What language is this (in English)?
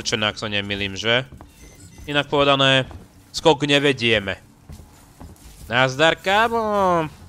Slovak